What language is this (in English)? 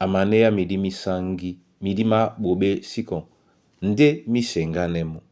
Duala